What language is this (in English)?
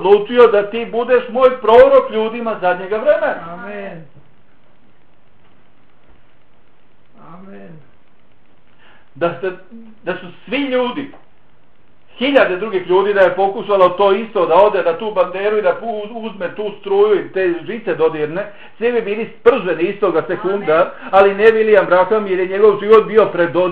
Bosnian